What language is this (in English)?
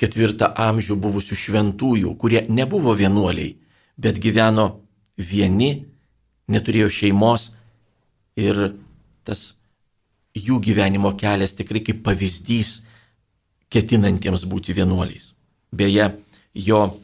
Lithuanian